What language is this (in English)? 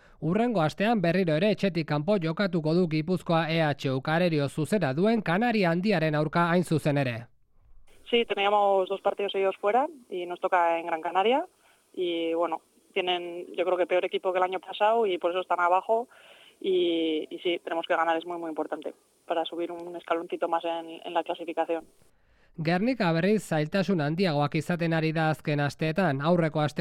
Basque